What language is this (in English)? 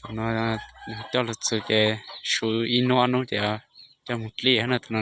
Hmong